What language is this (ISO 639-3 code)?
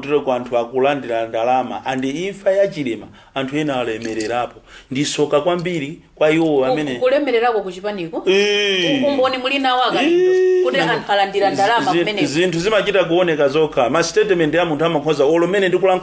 nya